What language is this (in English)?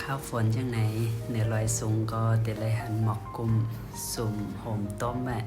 Shan